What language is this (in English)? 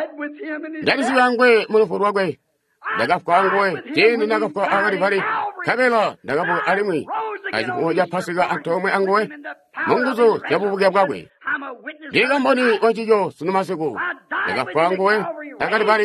Tonga (Zambia)